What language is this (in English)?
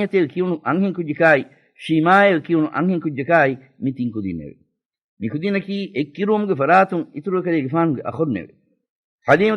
Divehi